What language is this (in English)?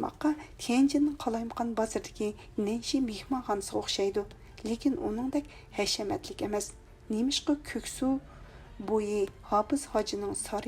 Uyghur